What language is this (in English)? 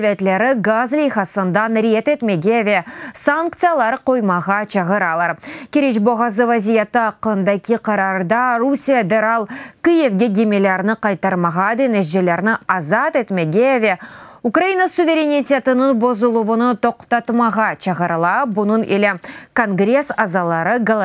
Crimean Tatar